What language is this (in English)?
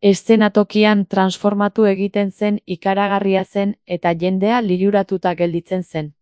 Basque